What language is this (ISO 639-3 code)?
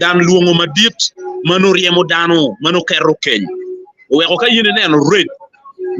ach